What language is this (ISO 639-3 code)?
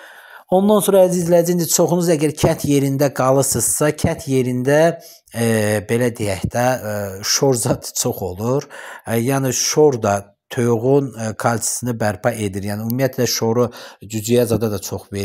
aze